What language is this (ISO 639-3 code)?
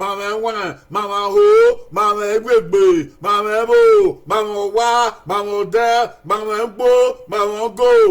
bin